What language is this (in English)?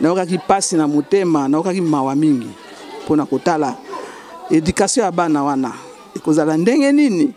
Lingala